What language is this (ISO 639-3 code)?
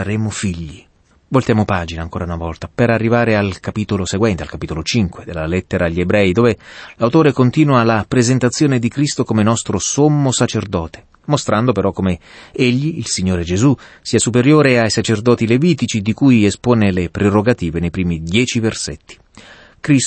ita